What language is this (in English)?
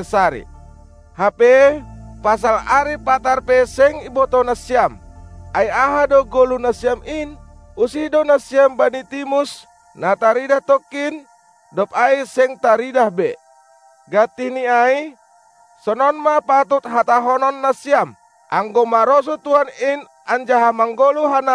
Batak Simalungun